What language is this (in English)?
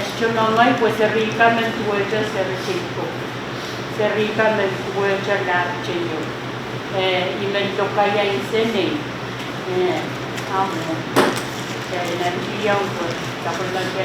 Pohnpeian